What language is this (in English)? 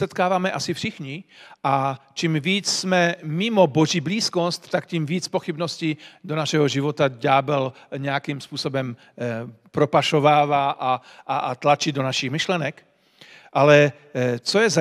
Czech